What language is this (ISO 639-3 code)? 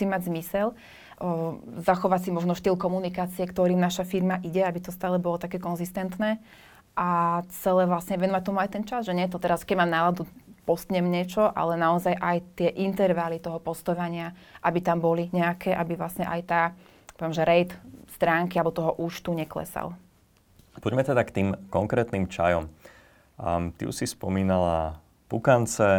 slk